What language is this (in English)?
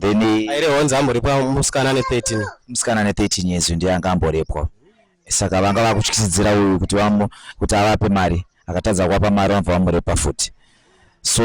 Shona